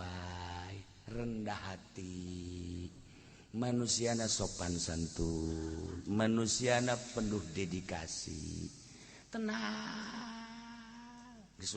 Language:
Sundanese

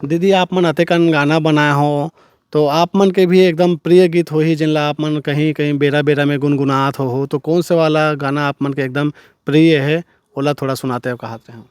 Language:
Chhattisgarhi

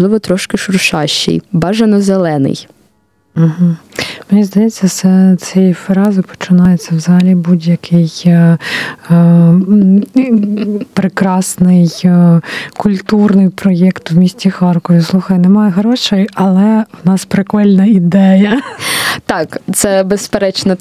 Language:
Ukrainian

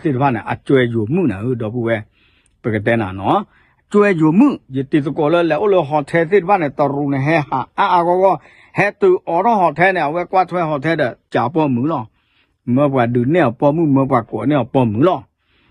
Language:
S'gaw Karen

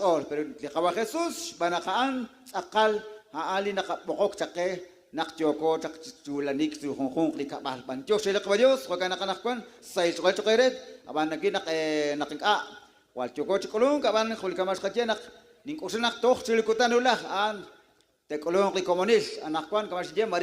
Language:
Kekchí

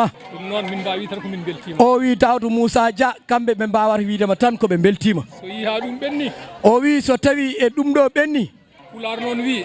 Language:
Fula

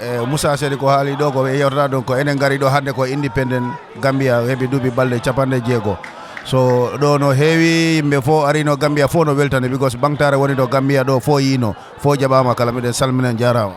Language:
Fula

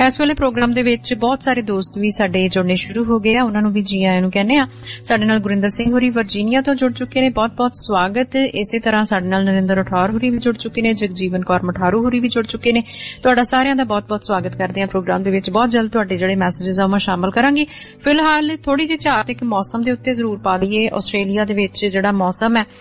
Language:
Punjabi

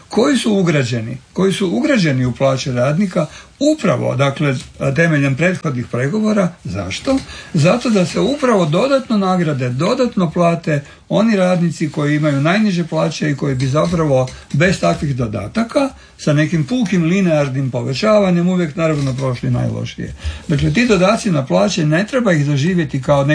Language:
Croatian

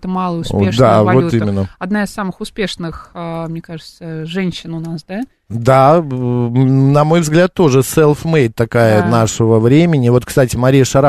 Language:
Russian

